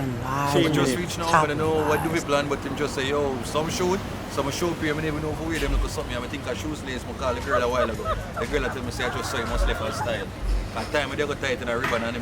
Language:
Jamaican Creole English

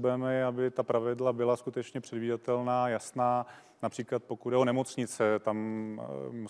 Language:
Czech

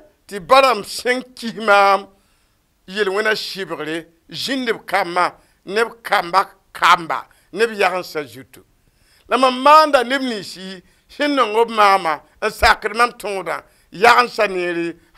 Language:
Mossi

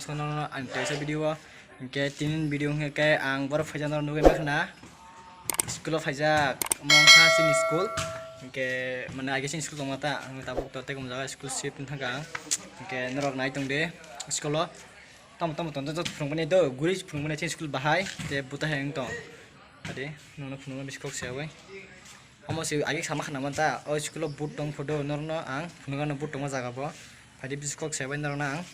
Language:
Kok Borok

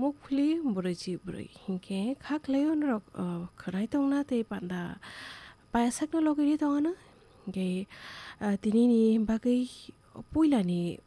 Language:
Kok Borok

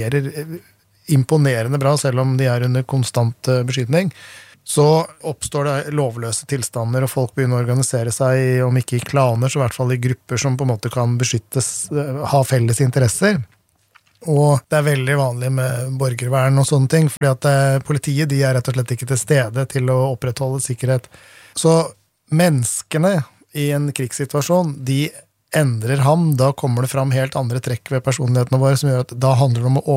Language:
Norwegian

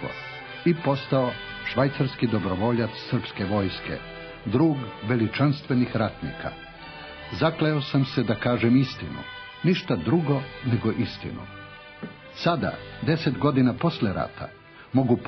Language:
Serbian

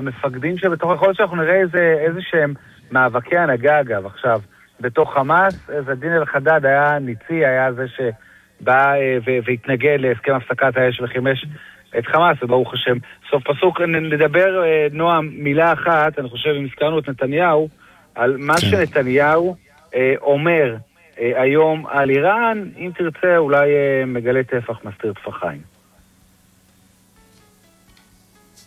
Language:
Hebrew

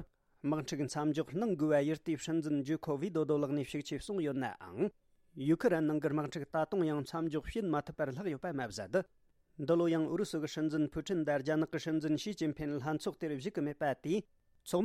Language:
Tibetan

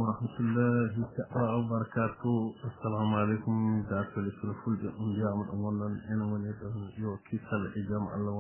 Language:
Fula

